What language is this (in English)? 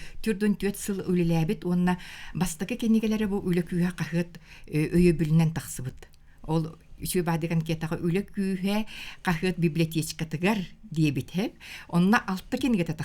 Yakut